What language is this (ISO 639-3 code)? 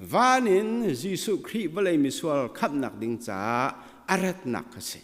cnh